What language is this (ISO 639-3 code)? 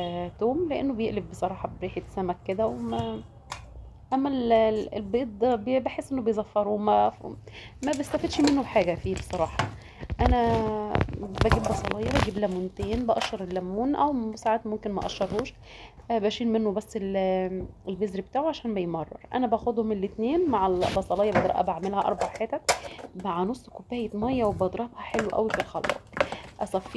arz